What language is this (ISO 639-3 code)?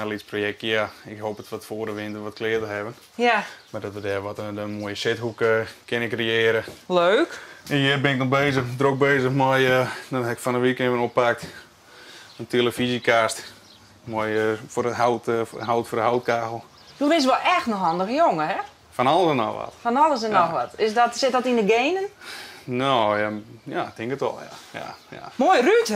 fry